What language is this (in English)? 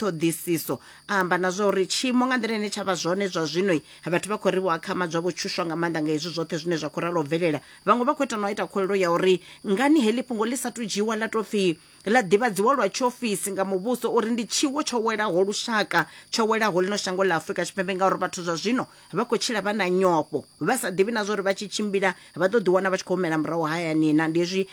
Venda